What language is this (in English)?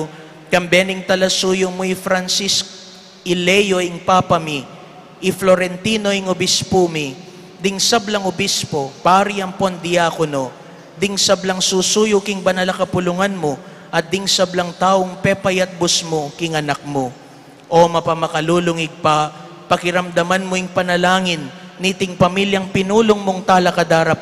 Pampanga